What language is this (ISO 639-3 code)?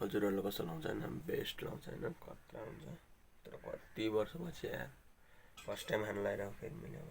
nep